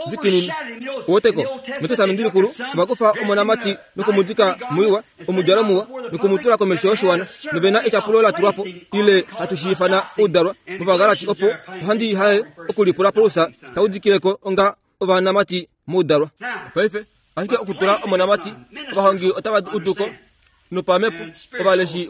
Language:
Kuanyama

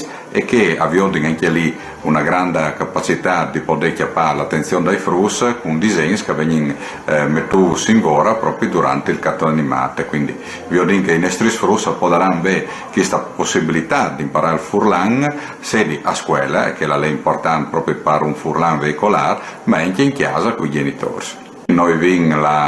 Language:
Friulian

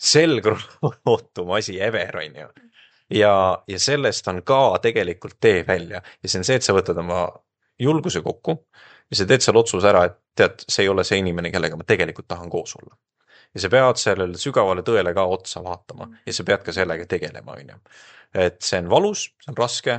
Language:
Estonian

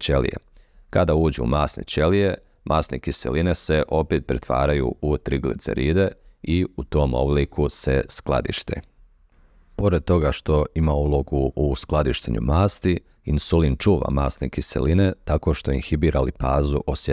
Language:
Bosnian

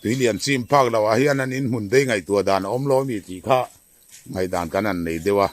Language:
Mizo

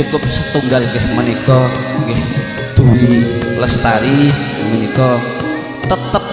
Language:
Javanese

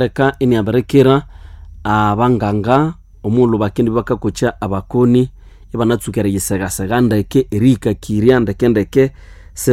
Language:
Nande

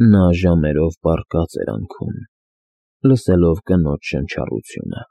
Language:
Armenian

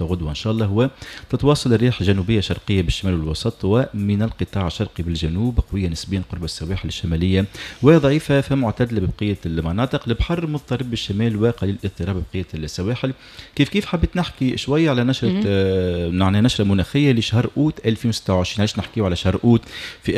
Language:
Tunisian Arabic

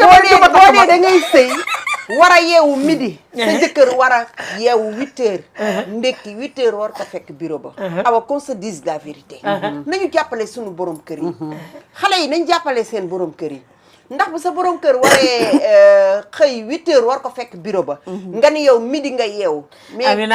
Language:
Wolof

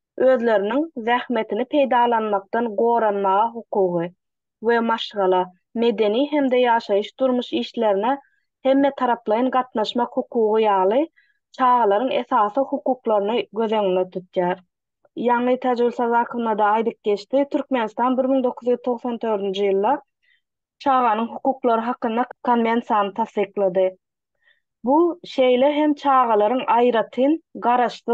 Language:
Turkmen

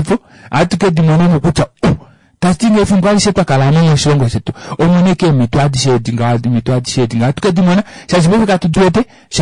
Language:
Kuanyama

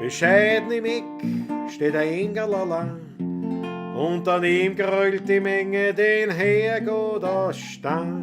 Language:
Bavarian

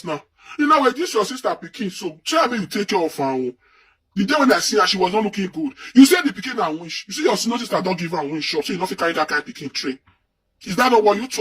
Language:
Nigerian Pidgin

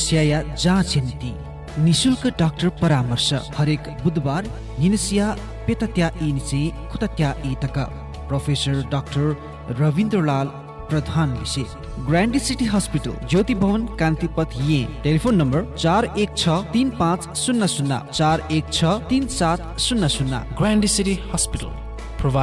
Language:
Newari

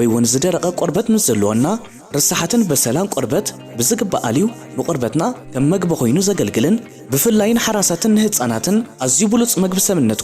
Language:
Tigrinya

